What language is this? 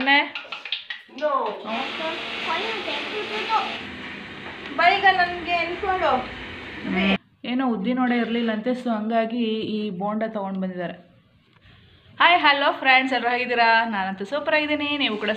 Kannada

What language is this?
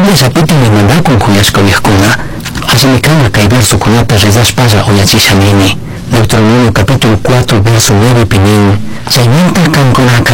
Chimborazo Highland Quichua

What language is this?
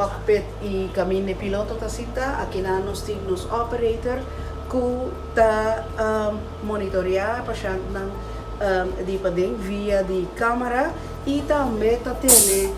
Papiamento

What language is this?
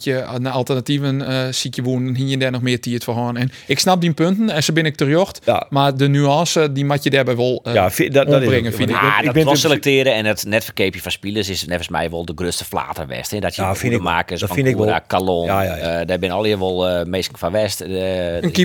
Western Frisian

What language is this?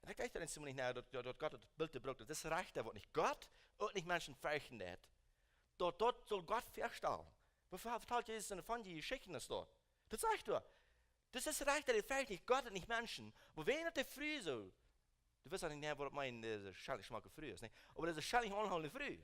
Plautdietsch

